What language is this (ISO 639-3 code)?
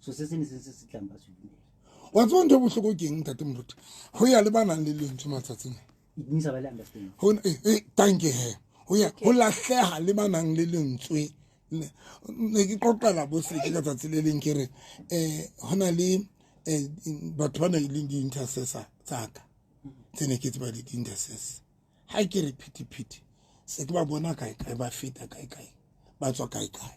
sot